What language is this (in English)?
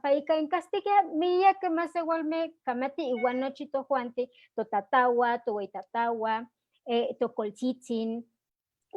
Eastern Huasteca Nahuatl